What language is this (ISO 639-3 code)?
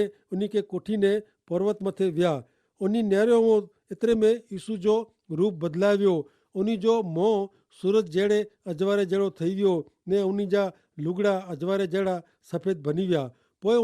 kfr